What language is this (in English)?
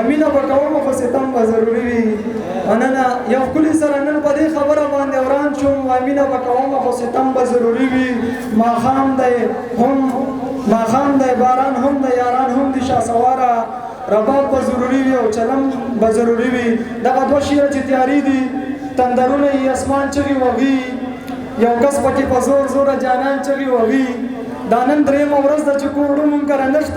Pashto